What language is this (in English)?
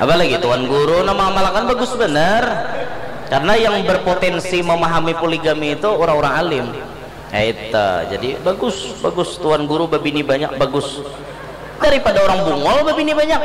Banjar